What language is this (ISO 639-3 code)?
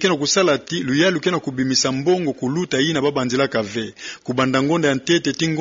ktu